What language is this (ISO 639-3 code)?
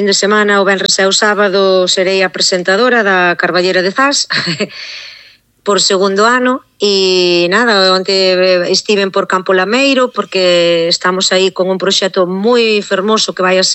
glg